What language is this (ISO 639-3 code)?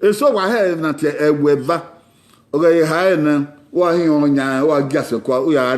bin